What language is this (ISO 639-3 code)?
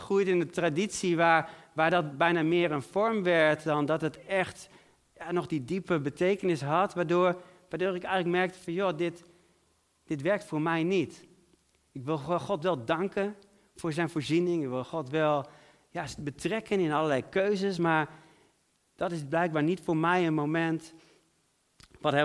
nld